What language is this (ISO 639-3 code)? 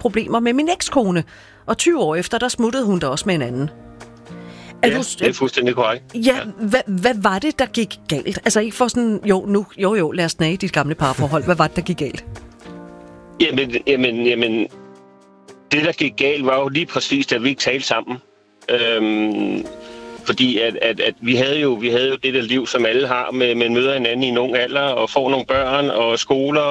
dan